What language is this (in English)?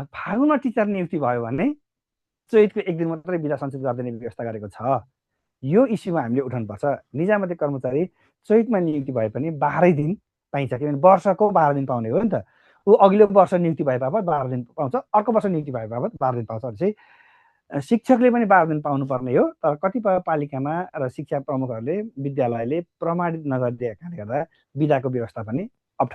Nepali